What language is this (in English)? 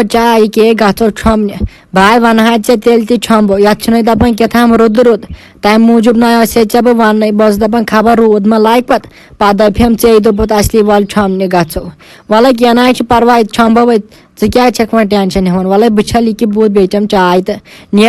Kashmiri